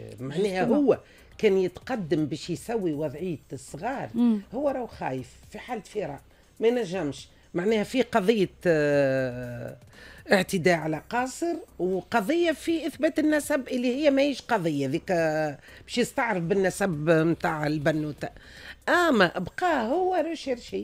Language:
Tunisian Arabic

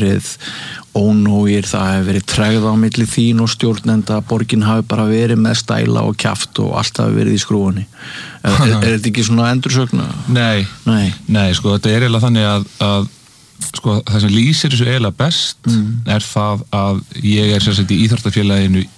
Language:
Icelandic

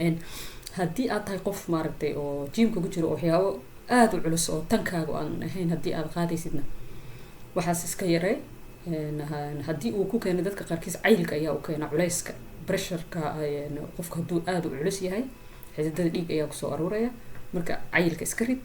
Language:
Somali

